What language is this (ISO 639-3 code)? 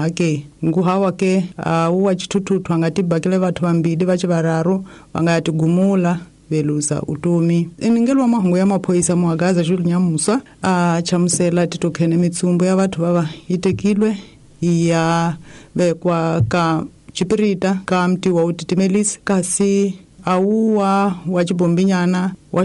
tso